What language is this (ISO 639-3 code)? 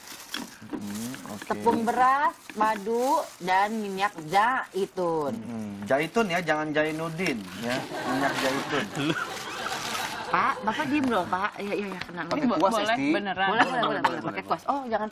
ind